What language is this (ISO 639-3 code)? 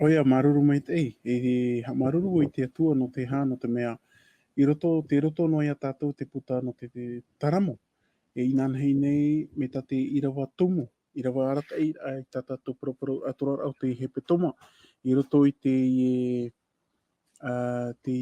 tah